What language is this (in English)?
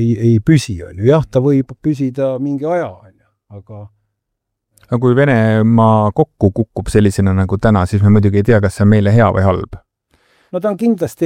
Estonian